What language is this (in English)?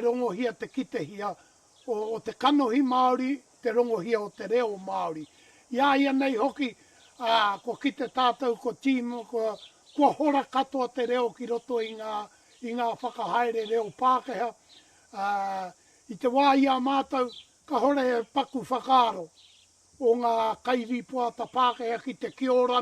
Māori